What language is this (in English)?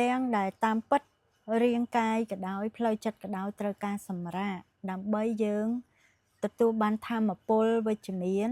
Khmer